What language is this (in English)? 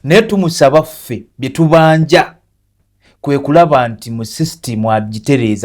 Ganda